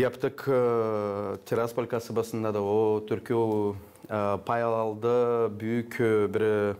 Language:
Gagauz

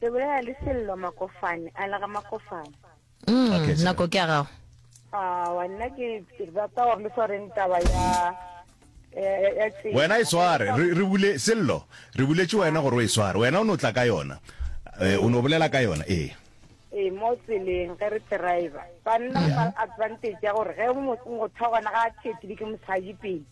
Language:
Northern Sotho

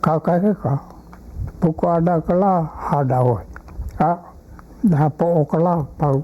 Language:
Hawaiian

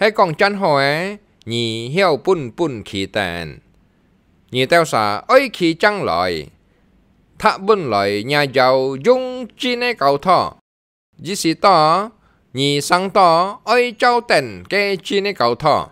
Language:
Hakka Chinese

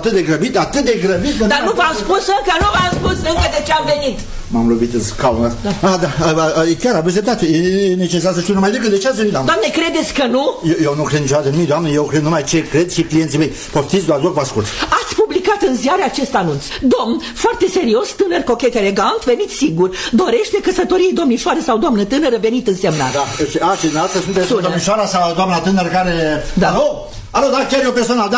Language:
Romanian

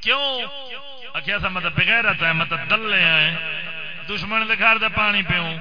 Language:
Saraiki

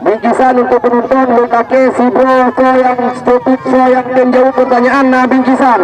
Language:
Achinese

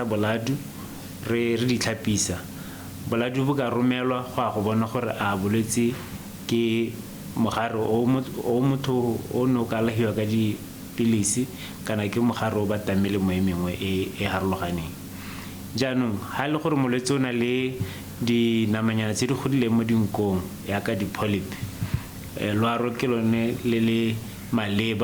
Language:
Tswana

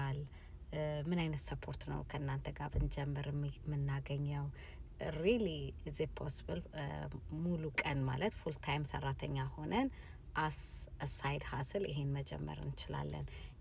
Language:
Amharic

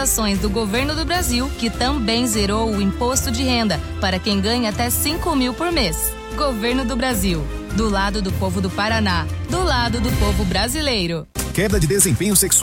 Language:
Portuguese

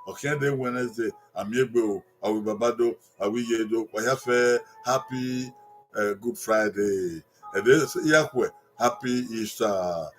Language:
Bini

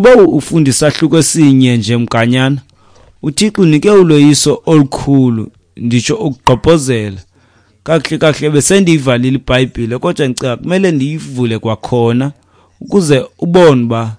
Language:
Xhosa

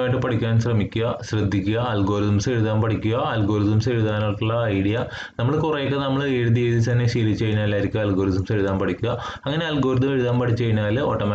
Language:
Malayalam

